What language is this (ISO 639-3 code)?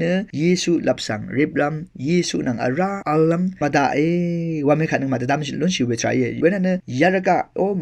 raw